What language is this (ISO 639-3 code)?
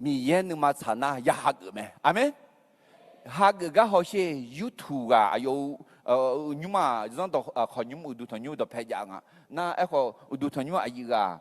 ahk